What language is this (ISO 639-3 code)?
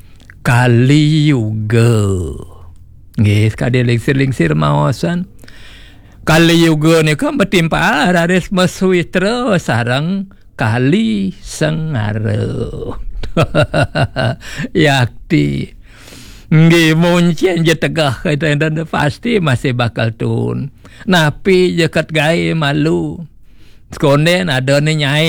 ban